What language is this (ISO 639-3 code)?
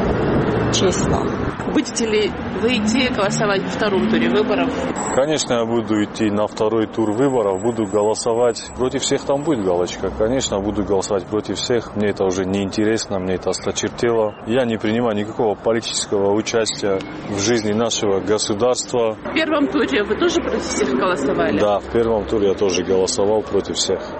rus